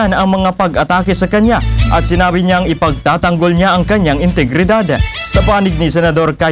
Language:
Filipino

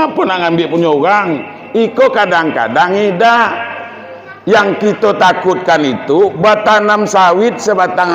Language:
Minangkabau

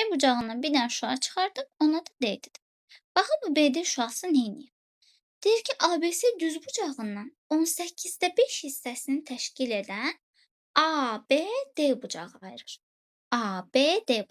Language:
Azerbaijani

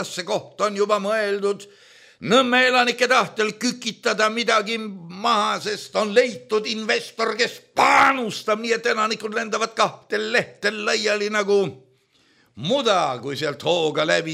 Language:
Estonian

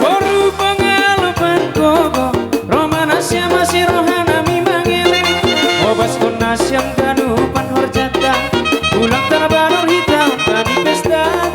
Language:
Batak Simalungun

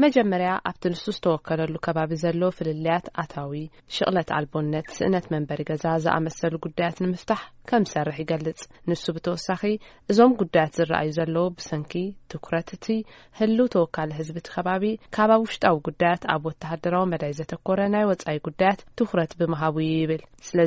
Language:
Tigrinya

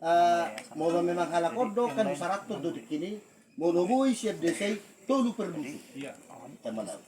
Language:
Batak Toba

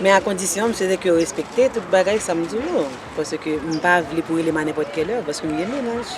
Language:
Haitian Creole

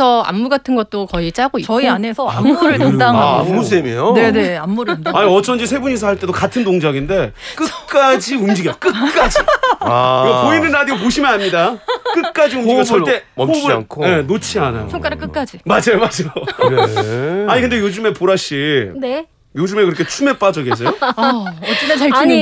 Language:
Korean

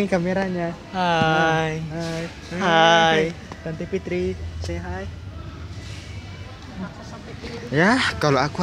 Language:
Indonesian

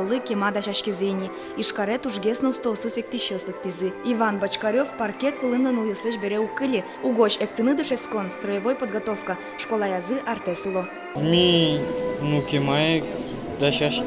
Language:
Udmurt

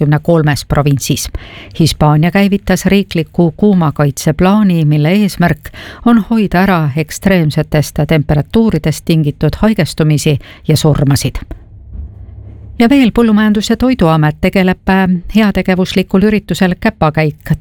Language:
Estonian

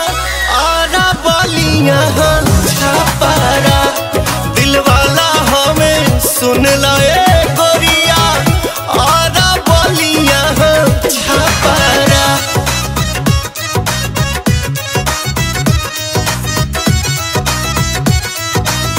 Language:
Bhojpuri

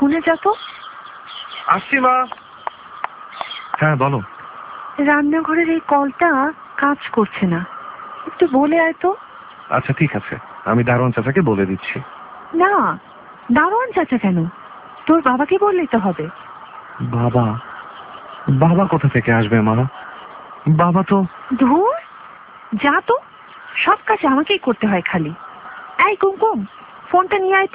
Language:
Bangla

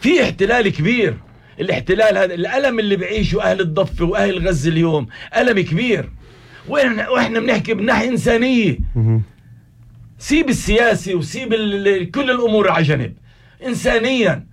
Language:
North Levantine Arabic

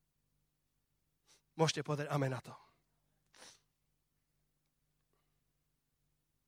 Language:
Slovak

